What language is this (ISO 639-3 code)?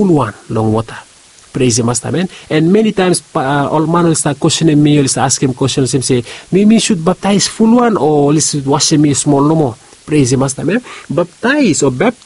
bis